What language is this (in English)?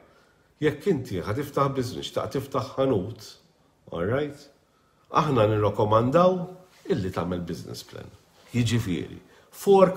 Maltese